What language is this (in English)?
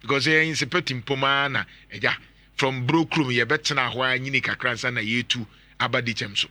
Akan